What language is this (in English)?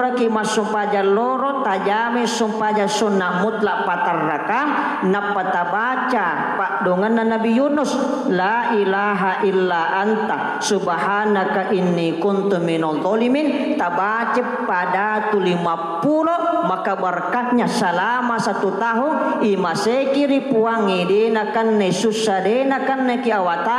Buginese